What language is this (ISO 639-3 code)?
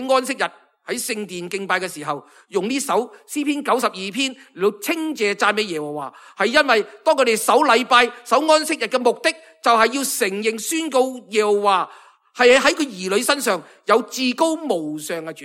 yue